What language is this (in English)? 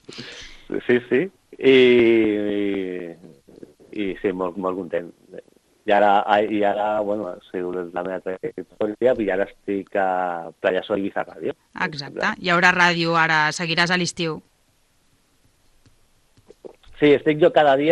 Catalan